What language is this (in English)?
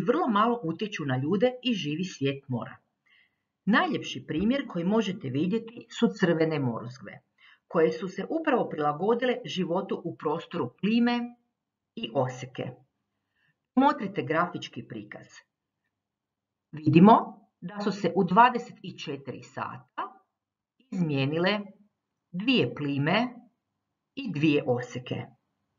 Croatian